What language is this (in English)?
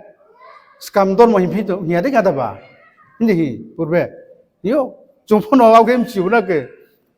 Riang (India)